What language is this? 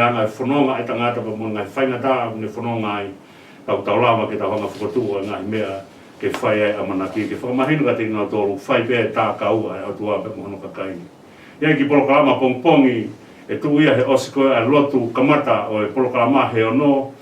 Tongan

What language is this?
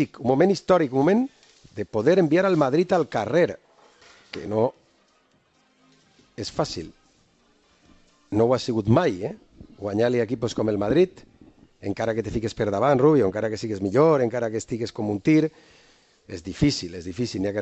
Catalan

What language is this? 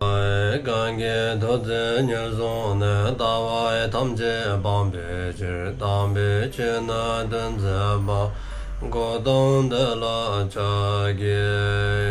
Dzongkha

